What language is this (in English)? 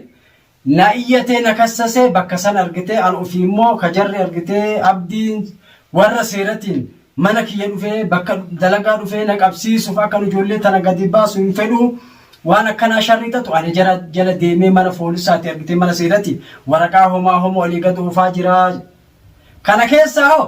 Oromo